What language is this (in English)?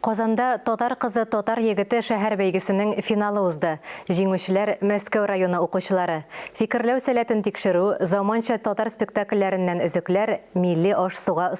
Tatar